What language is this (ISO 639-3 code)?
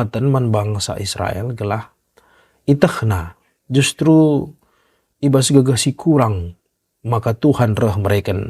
btx